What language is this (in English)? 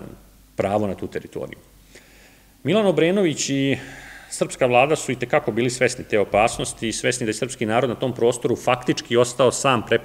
Serbian